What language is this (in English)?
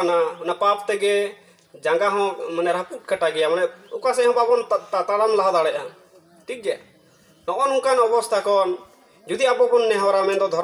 Santali